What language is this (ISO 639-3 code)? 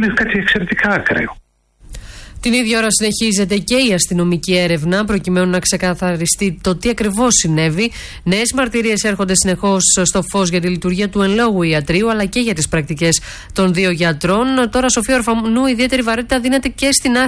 ell